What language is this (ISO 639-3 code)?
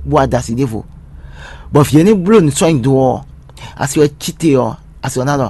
fon